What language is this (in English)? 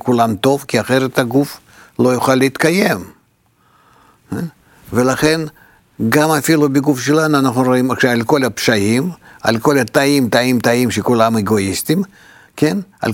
Hebrew